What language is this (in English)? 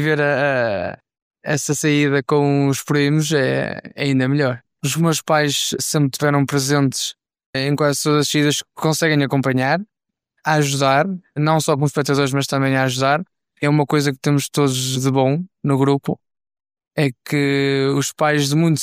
Portuguese